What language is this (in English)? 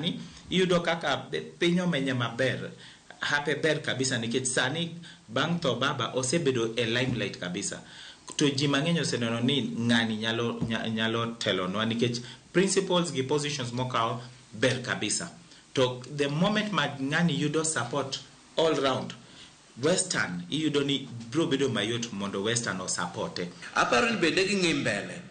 Luo (Kenya and Tanzania)